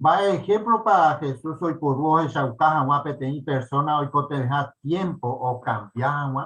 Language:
Guarani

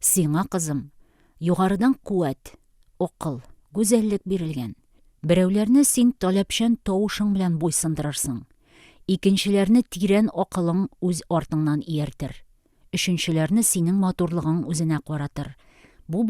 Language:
Tatar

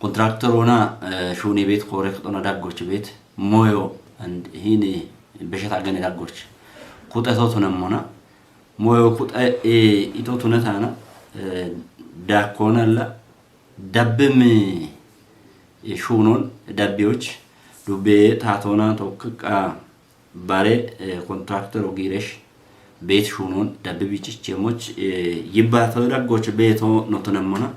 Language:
Kafa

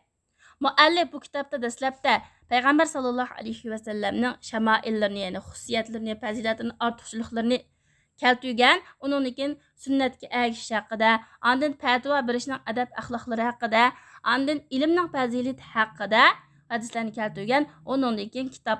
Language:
Uyghur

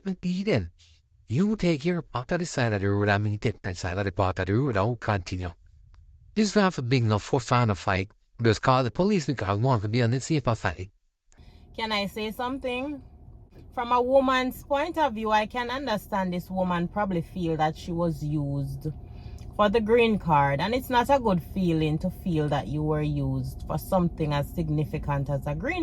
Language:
Jamaican Creole English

